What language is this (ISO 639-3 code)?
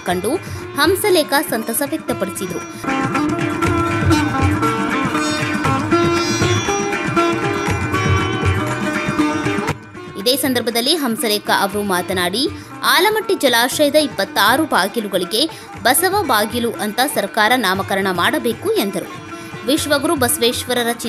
kan